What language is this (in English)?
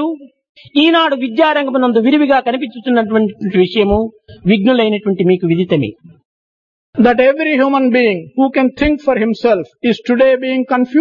Telugu